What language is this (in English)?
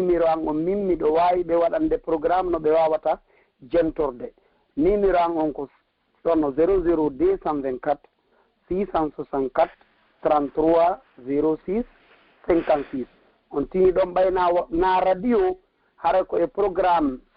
Pular